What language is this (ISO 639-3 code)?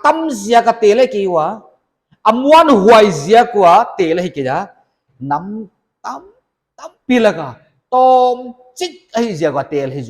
pck